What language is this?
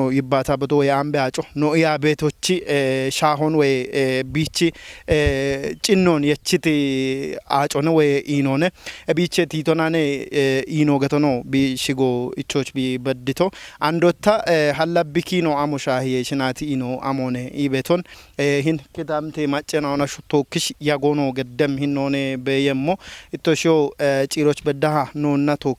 Kafa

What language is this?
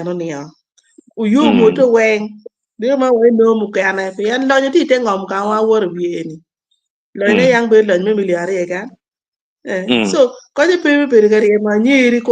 Acoli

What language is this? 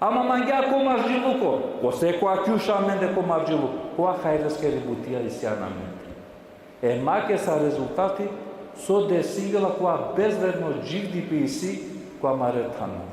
Balkan Romani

